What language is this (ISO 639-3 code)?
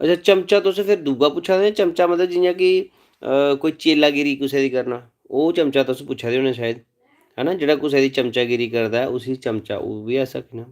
doi